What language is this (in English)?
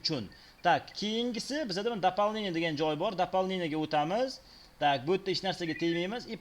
Uzbek